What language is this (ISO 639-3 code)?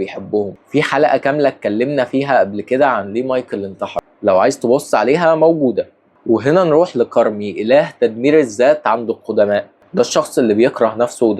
arz